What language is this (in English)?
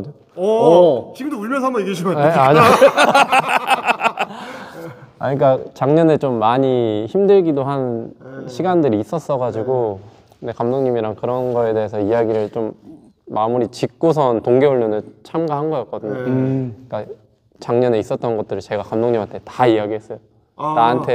Korean